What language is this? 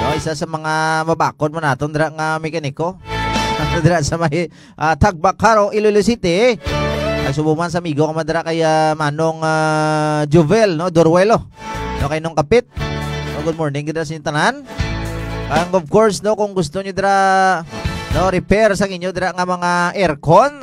Hiligaynon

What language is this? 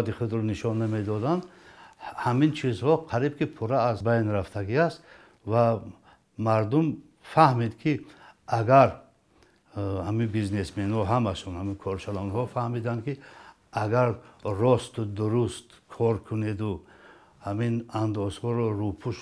Tajik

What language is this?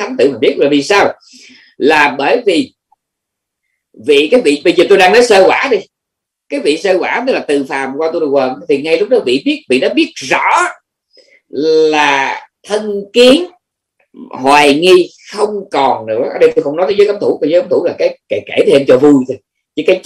Vietnamese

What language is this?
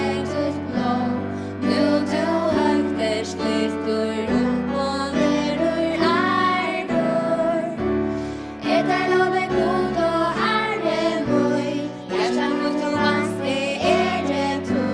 Faroese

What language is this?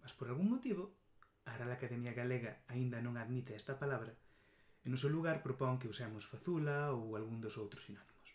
Galician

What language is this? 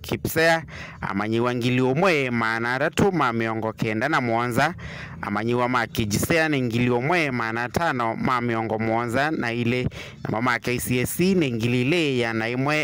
Kamba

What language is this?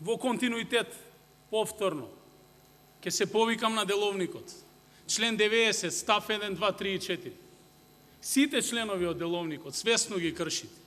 Macedonian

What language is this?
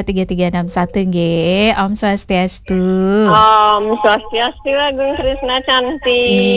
Balinese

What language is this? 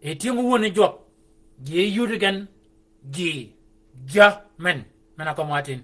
Shilluk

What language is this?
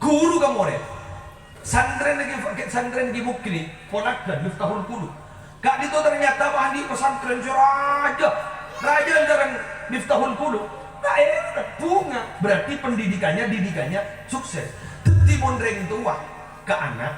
Madurese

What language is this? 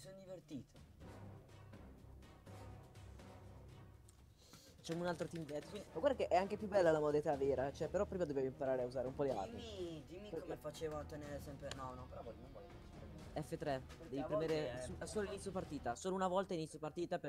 Italian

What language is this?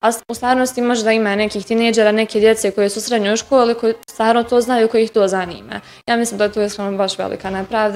Bosnian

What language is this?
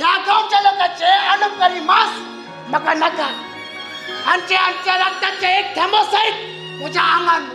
Konkani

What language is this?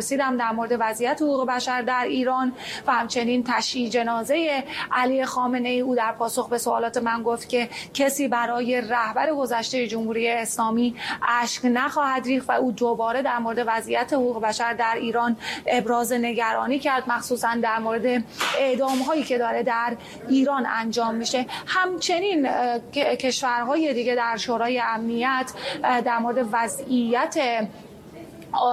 Persian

